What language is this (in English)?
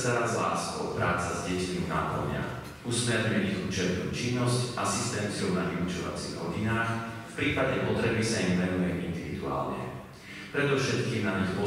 Slovak